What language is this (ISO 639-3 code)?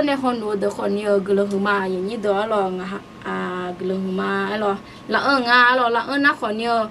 ahk